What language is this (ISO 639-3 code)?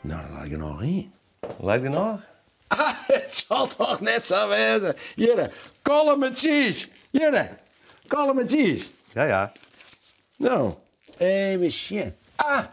fry